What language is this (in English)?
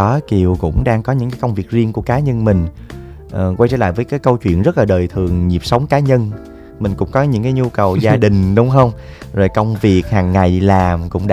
Vietnamese